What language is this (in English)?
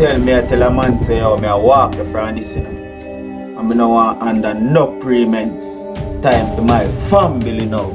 Jamaican Creole English